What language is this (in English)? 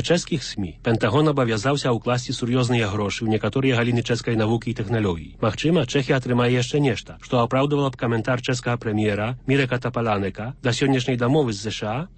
Belarusian